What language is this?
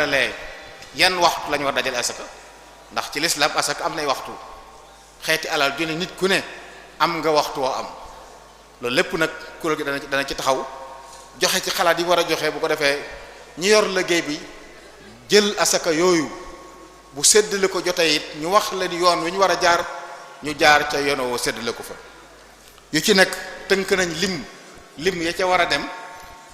Wolof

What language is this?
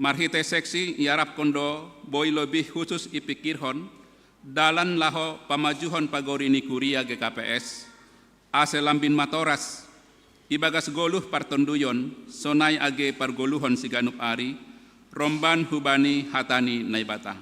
Batak Simalungun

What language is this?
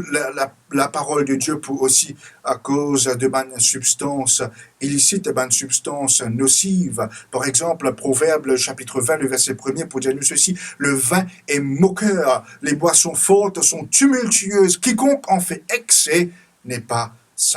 Morisyen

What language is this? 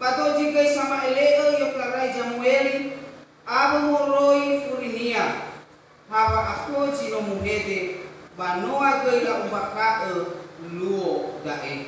Nias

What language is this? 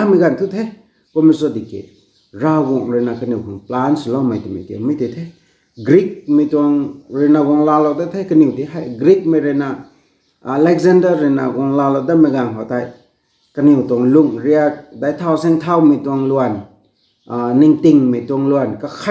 Rongmei Naga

